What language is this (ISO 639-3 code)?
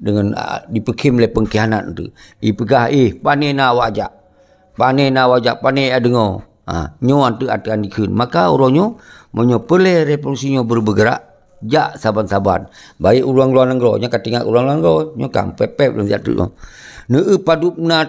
ace